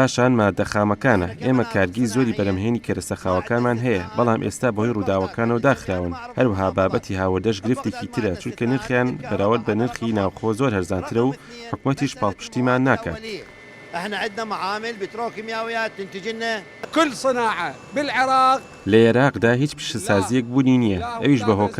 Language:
Central Kurdish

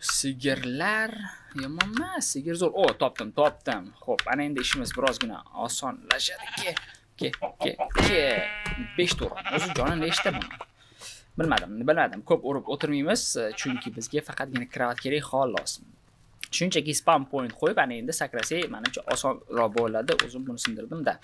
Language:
Uzbek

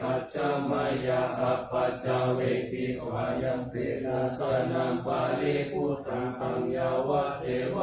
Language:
Pali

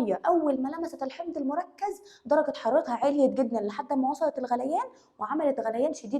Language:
Egyptian Arabic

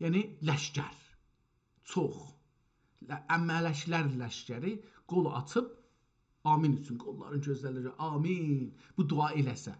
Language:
South Azerbaijani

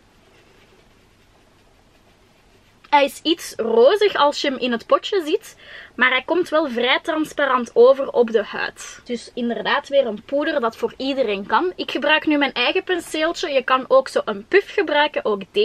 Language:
Dutch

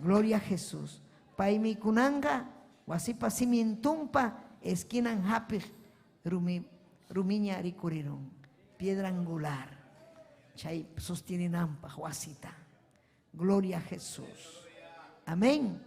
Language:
Ayacucho Quechua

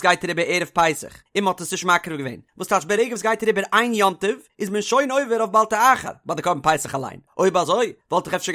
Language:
Yiddish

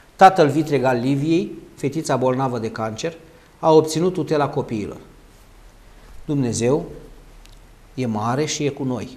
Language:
Romanian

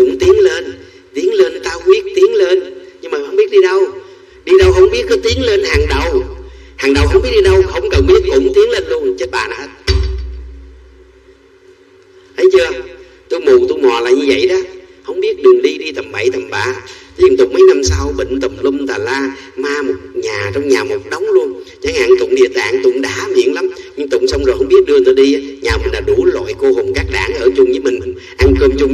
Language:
Vietnamese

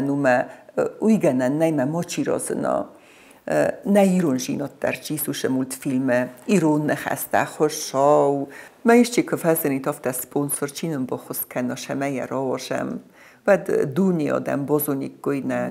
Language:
Ossetic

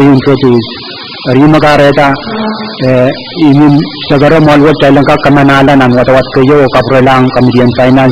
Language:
Pohnpeian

